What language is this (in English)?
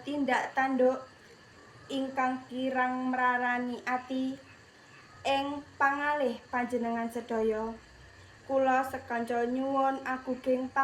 Javanese